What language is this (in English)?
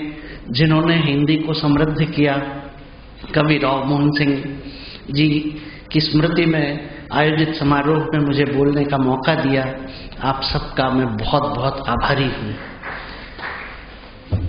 Hindi